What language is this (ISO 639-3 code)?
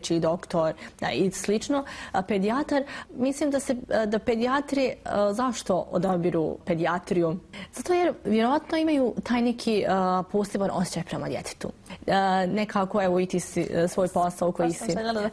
bos